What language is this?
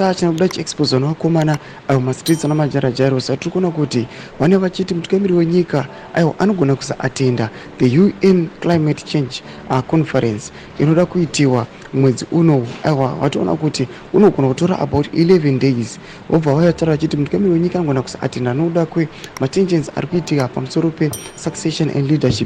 Shona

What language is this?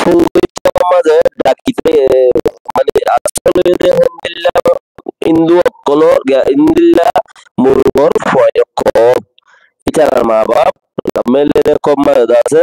Rohingya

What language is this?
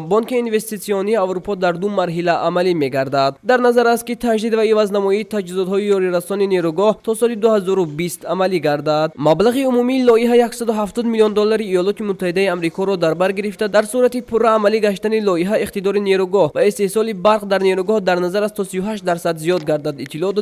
Tajik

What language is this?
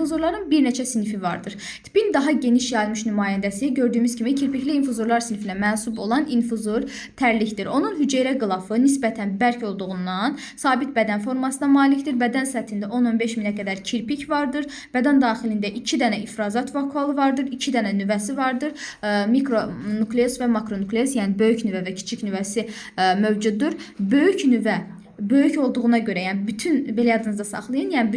Azerbaijani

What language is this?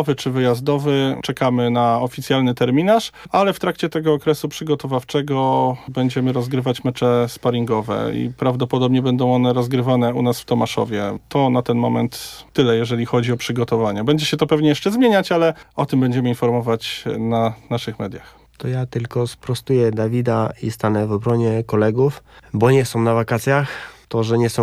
Polish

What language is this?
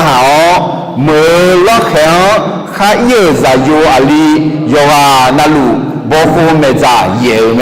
Akha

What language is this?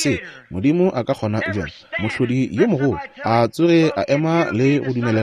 Northern Sotho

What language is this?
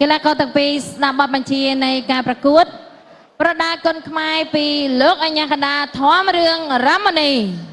Khmer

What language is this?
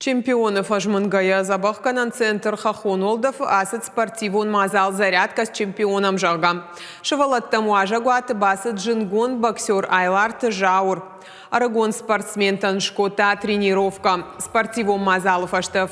Ossetic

